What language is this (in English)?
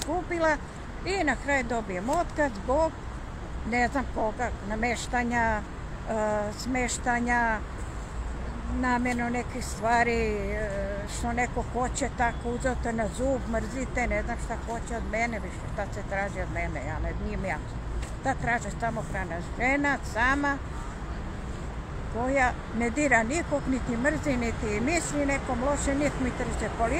Serbian